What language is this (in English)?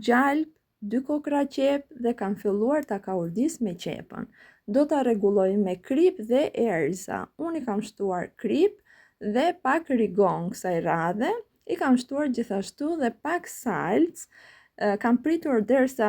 Albanian